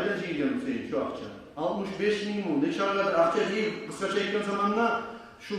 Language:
Kumyk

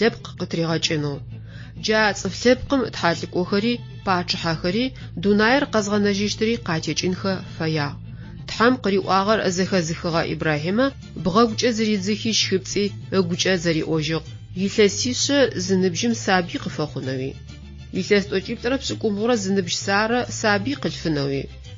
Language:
Adyghe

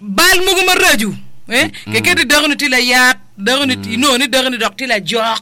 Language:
Acoli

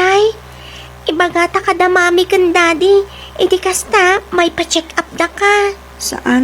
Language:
Iloko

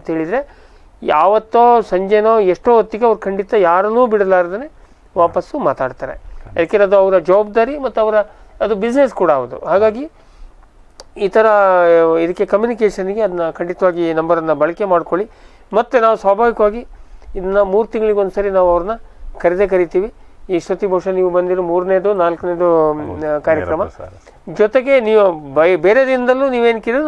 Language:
Kannada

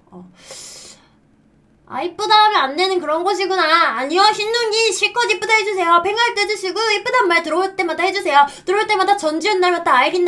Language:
Korean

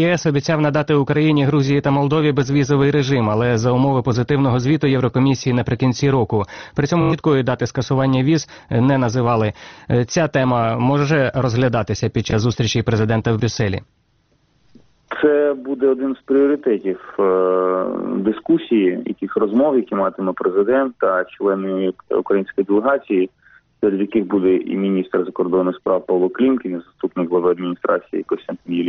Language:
Ukrainian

